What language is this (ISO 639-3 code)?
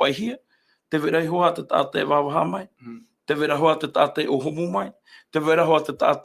tah